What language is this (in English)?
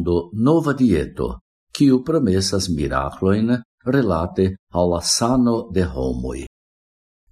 Esperanto